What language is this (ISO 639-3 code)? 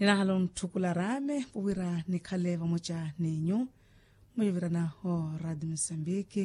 vmw